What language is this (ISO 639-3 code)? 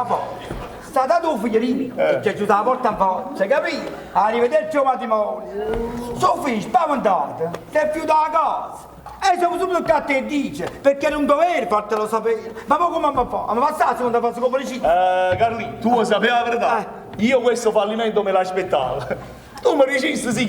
nap